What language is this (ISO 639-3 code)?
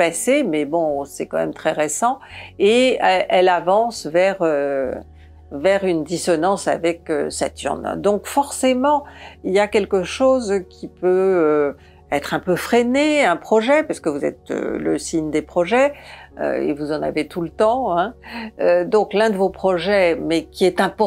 fra